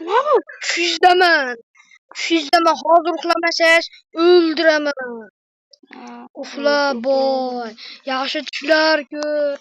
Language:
Uzbek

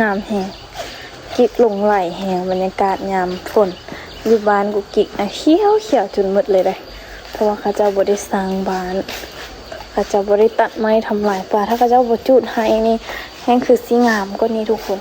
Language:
Lao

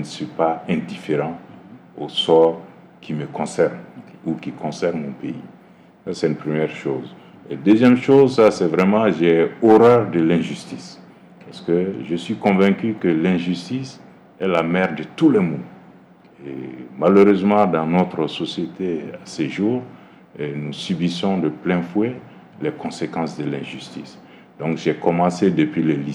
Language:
French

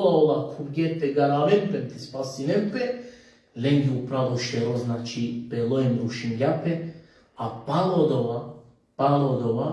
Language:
Balkan Romani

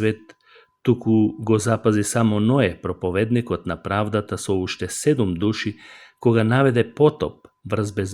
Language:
Macedonian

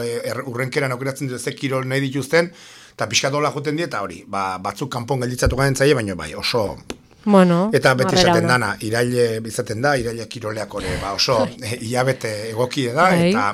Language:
Basque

